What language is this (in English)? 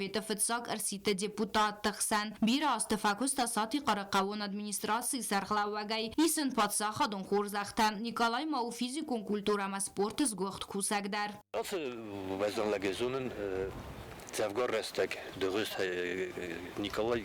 Ossetic